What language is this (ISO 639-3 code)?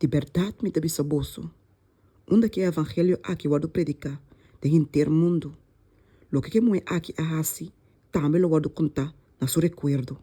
pap